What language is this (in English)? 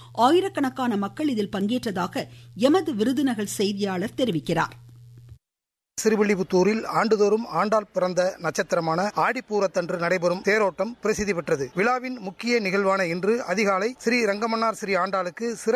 Tamil